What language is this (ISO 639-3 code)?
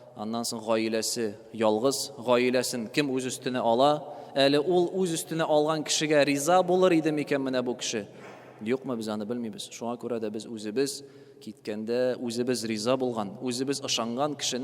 tat